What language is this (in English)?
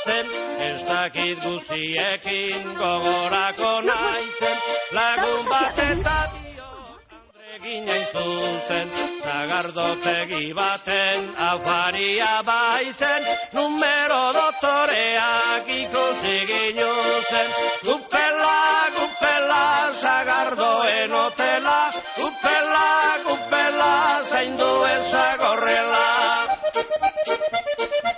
Basque